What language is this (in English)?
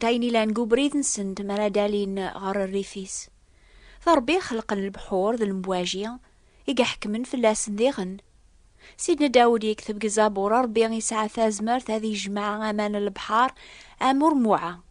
Kabyle